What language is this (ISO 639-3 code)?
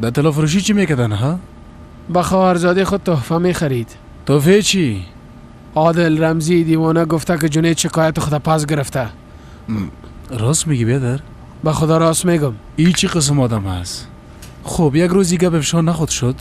fas